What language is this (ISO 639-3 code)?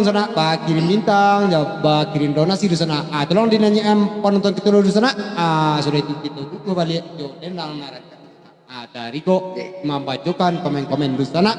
min